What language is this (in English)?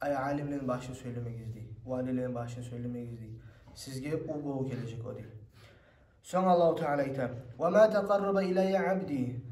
Kumyk